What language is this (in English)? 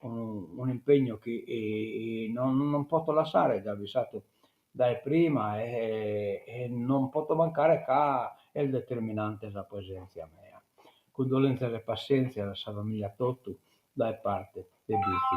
Sardinian